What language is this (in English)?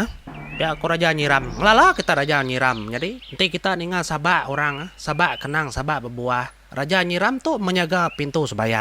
Iban